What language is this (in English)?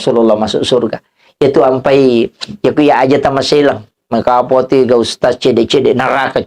Buginese